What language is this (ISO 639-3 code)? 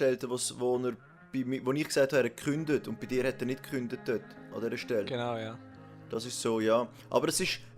gsw